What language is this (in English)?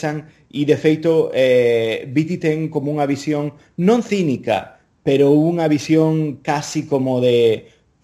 Galician